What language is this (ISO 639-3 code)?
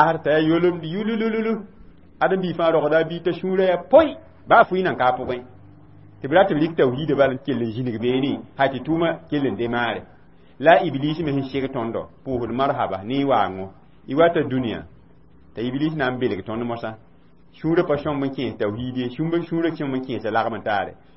mos